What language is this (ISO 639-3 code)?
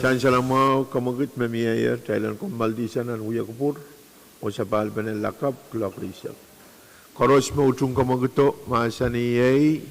pon